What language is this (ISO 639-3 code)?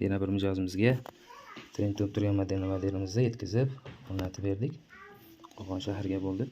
uzb